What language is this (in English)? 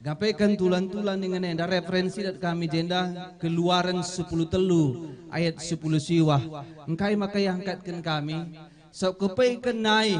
Batak Karo